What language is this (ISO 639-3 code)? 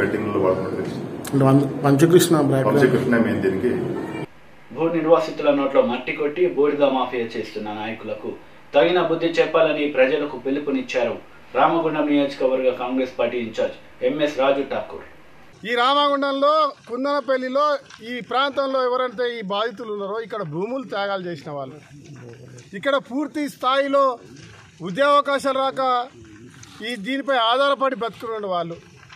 tel